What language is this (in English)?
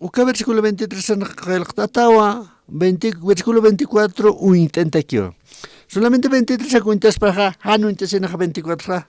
Aymara